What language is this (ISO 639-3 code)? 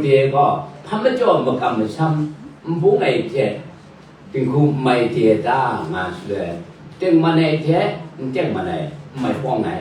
kac